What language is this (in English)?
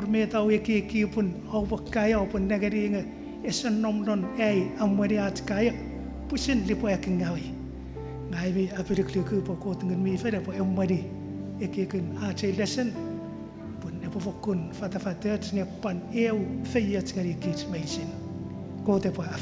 Chuukese